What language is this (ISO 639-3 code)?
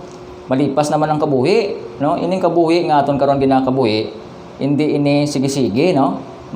hil